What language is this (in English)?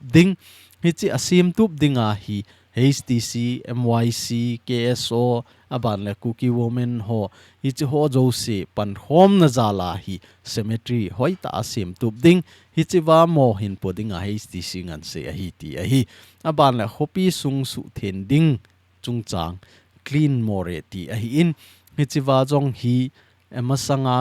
Thado Chin